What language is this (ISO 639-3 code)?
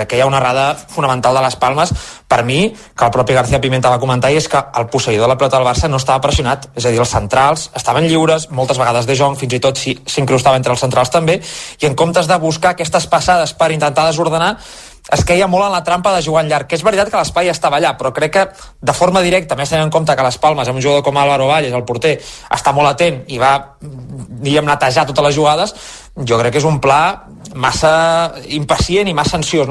cat